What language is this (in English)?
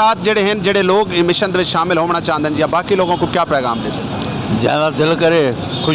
Western Panjabi